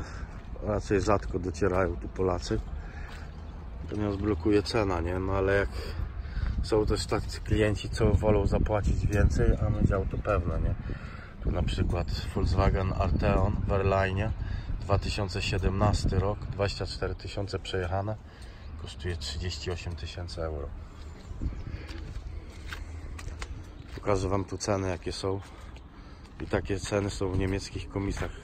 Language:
Polish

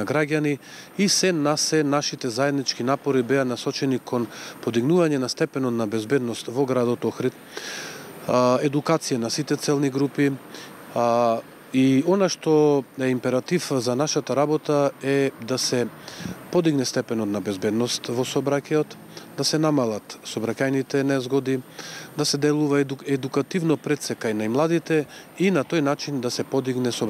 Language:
Macedonian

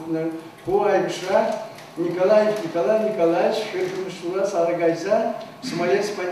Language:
Chuvash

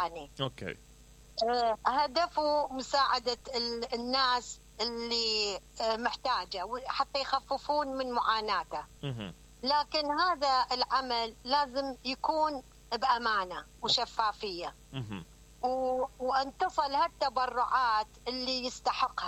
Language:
Mesopotamian Arabic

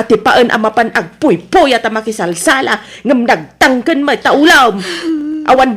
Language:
Iloko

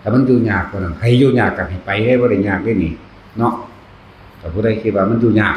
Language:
Northeastern Thai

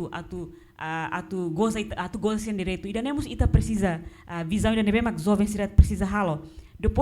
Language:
Tetum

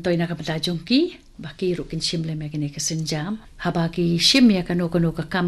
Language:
Khasi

